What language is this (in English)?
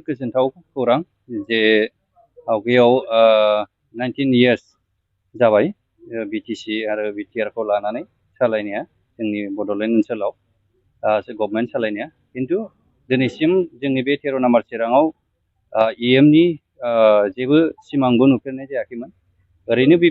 Bodo